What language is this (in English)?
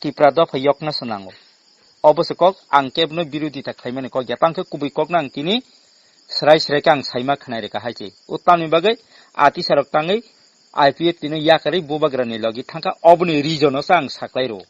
Kok Borok